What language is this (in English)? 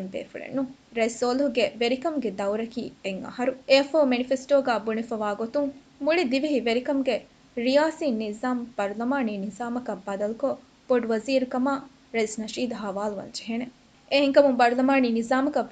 Divehi